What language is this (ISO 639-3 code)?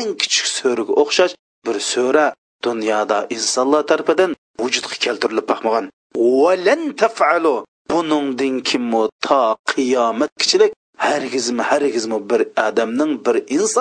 uig